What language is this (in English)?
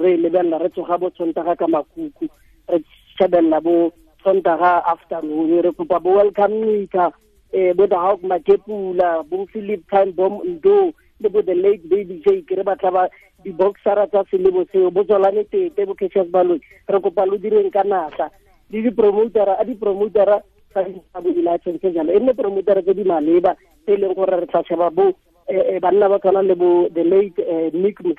Tswana